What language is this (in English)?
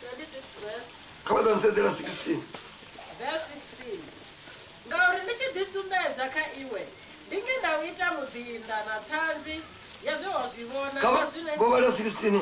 Venda